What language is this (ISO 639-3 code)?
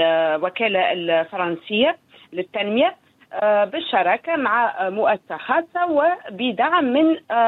aeb